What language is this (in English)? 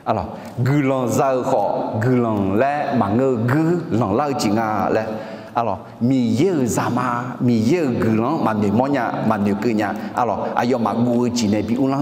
Akha